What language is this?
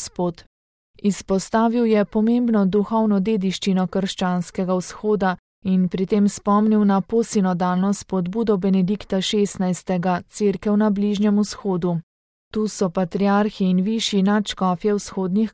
Slovenian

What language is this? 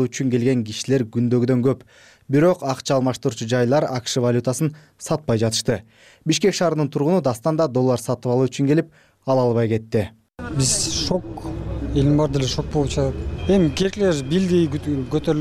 Kyrgyz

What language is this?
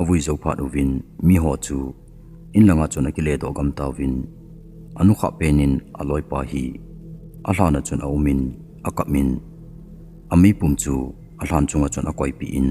Thado Chin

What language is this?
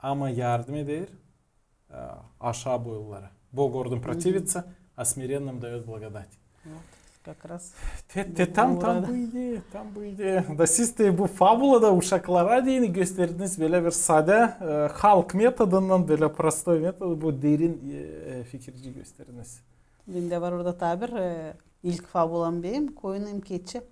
Gagauz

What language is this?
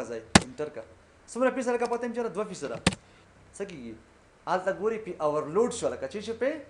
Pashto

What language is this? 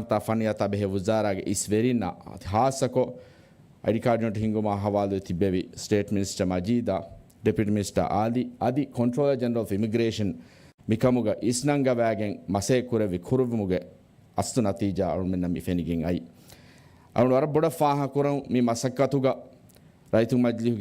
Divehi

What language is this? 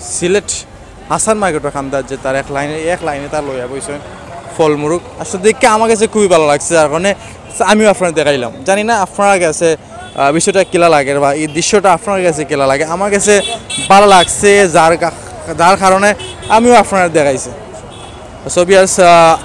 Sylheti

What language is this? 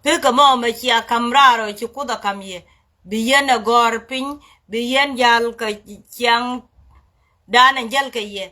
Nuer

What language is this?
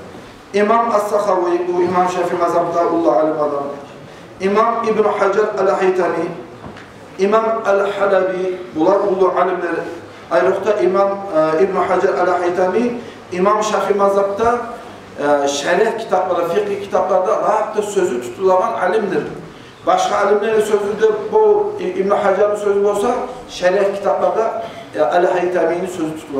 Kumyk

